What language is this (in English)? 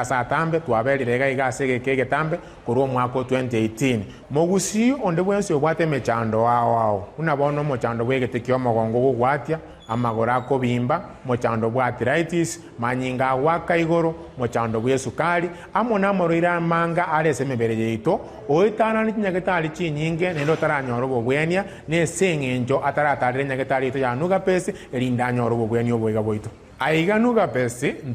Gusii